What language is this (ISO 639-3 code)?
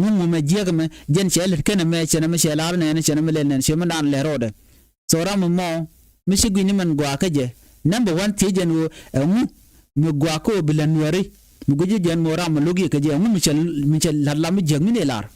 nus